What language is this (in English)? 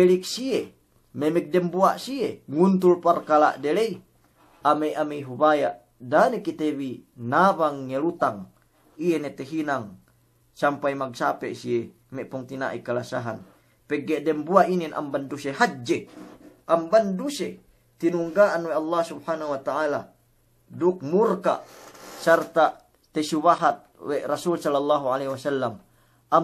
Yakan